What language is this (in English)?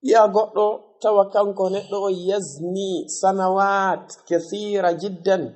Fula